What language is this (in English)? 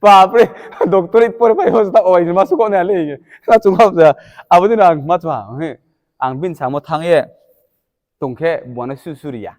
Riang (India)